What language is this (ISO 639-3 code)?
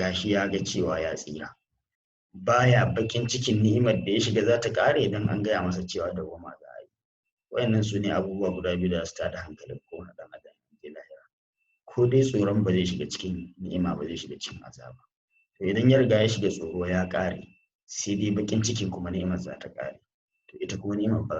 hau